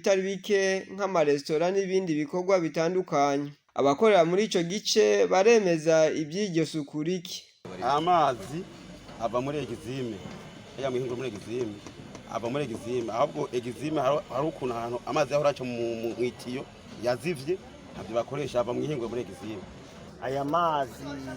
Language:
Rundi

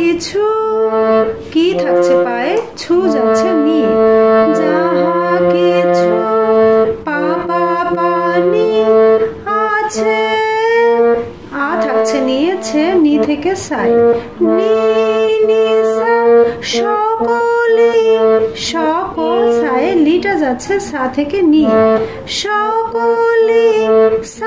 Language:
Bangla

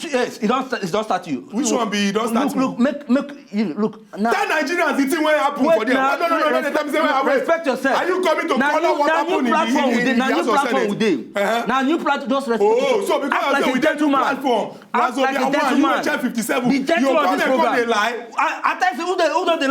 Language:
Nigerian Pidgin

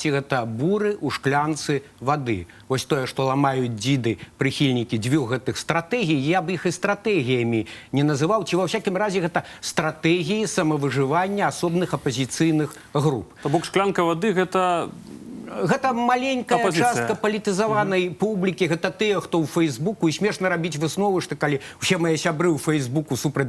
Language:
Belarusian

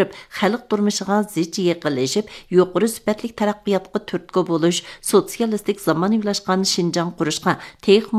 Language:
Uyghur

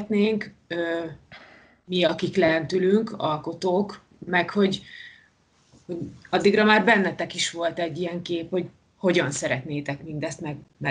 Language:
Hungarian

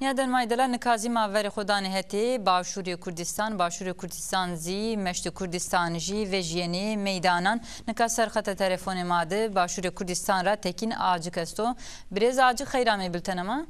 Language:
Zaza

